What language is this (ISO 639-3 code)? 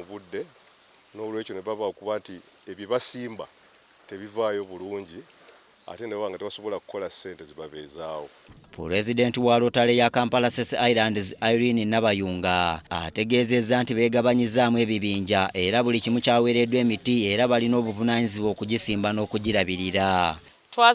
lug